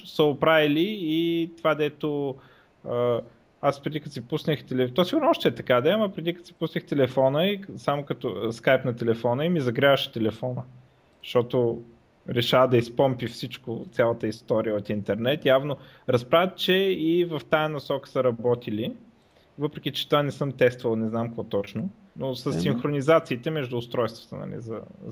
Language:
Bulgarian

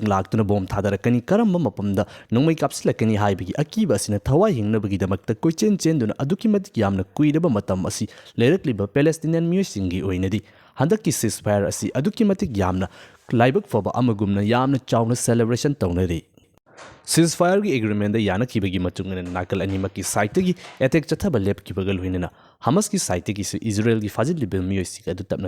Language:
Manipuri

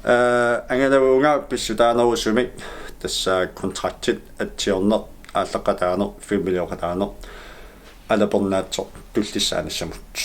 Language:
Kalaallisut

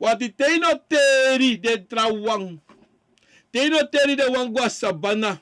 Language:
Sranan Tongo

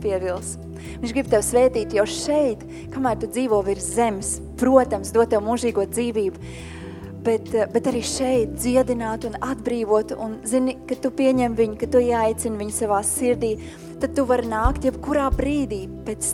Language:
Latvian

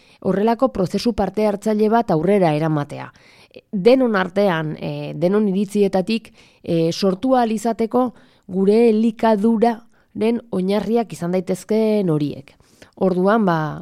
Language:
Basque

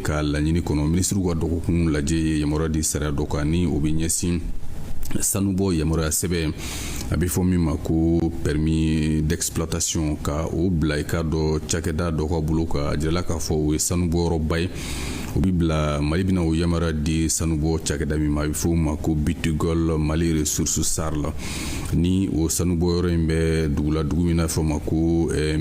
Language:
Bambara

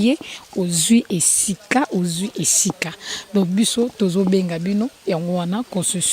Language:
Lingala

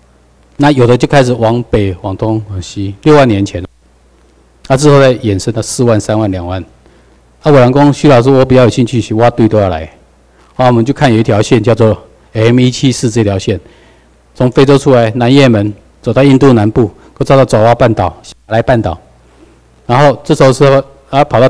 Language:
Chinese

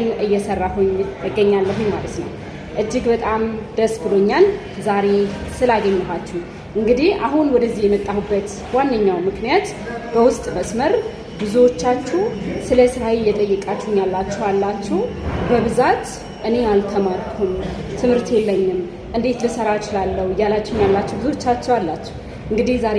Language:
Amharic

